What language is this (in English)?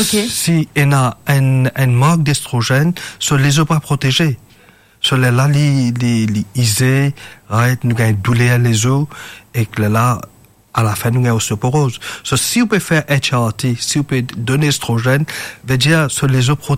Morisyen